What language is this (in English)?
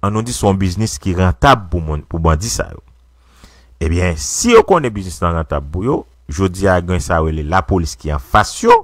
Haitian Creole